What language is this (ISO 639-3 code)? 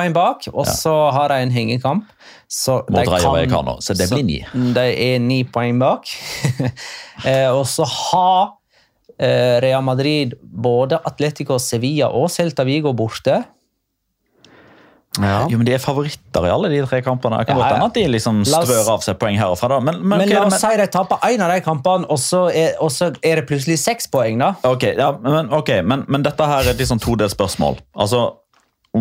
nor